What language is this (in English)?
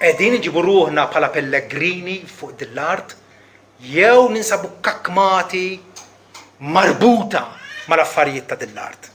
Maltese